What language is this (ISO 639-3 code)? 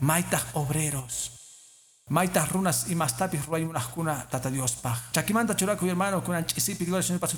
que